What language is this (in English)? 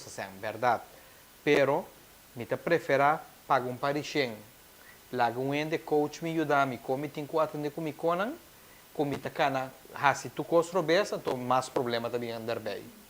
Papiamento